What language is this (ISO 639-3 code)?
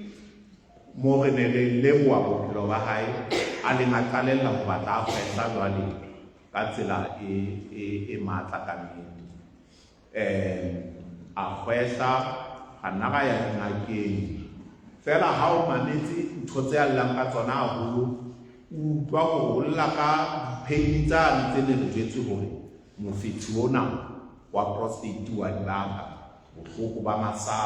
sot